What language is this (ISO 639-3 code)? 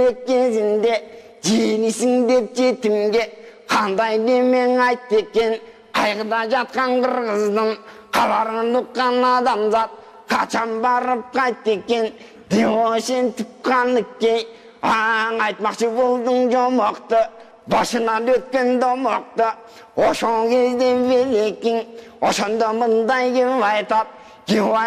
kir